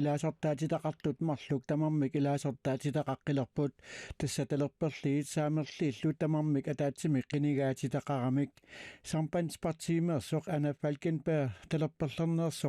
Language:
Kalaallisut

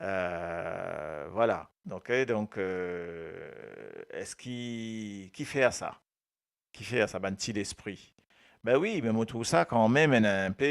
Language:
Morisyen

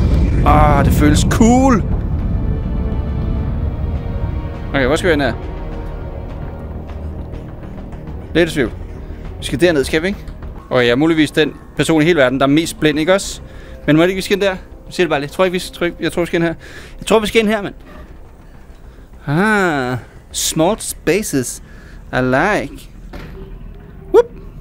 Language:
Danish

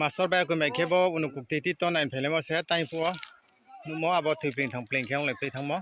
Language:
Riang (India)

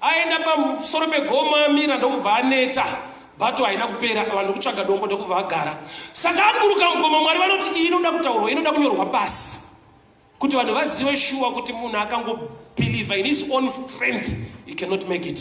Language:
Shona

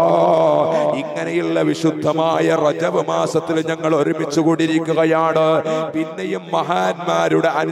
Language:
Malayalam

